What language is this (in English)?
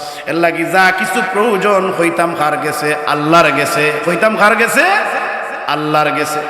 Sylheti